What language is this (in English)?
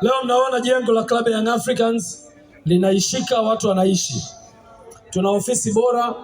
Swahili